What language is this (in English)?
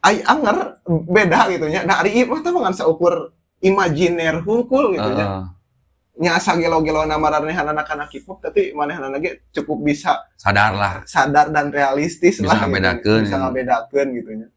Sundanese